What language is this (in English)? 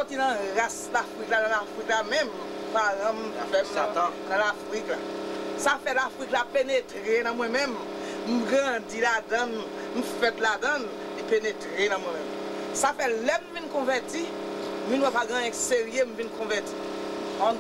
Haitian Creole